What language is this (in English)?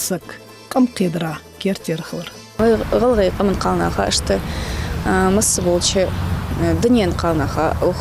Ingush